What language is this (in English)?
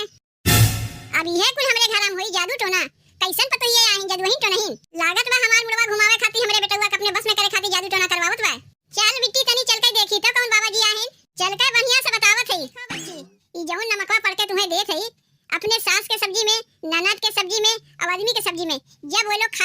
Awadhi